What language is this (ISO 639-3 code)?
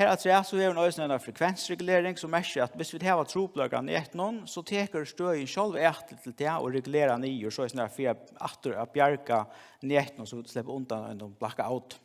fao